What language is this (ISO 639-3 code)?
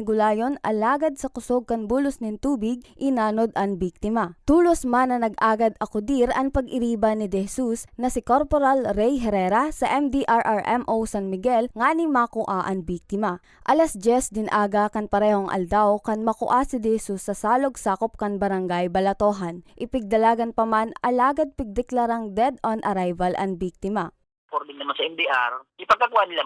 bik